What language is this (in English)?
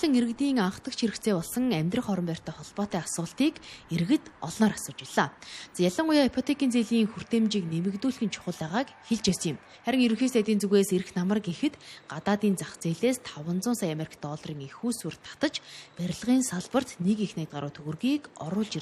Mongolian